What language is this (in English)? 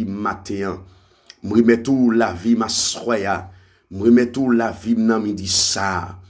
Haitian Creole